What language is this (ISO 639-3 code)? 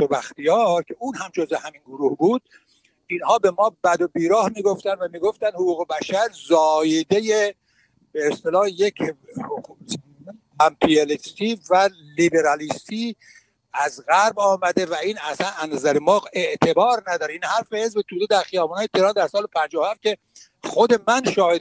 fas